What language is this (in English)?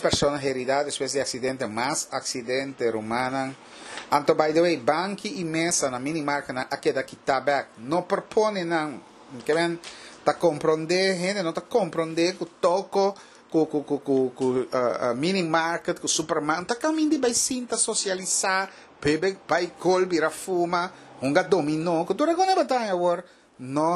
Papiamento